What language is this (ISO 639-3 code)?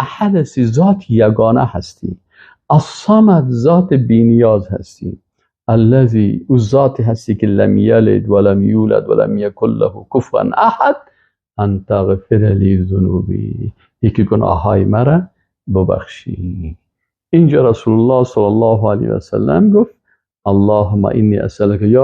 fas